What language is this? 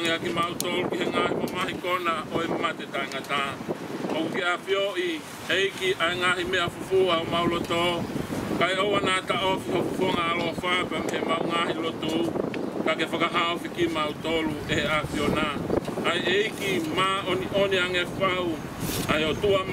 Tongan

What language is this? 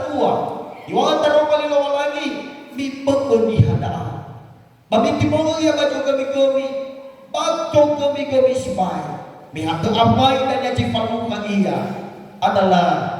Nias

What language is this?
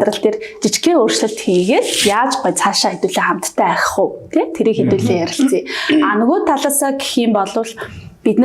Mongolian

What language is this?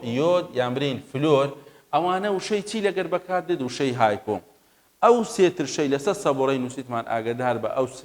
Central Kurdish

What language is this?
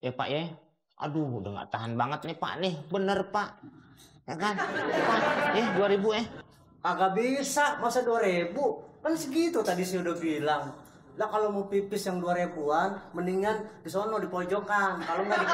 Betawi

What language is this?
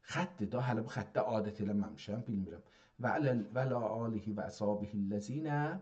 South Azerbaijani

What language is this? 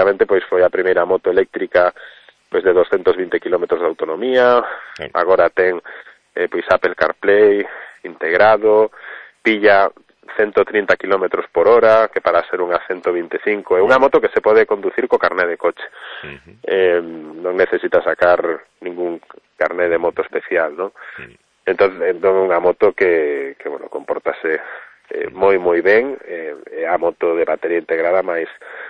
Galician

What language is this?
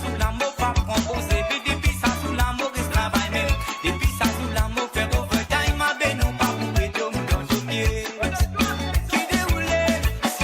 Morisyen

